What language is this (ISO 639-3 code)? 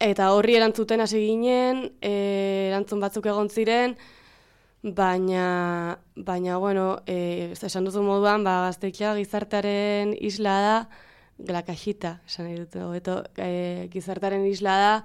eus